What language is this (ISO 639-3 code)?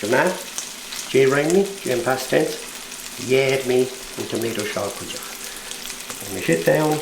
gla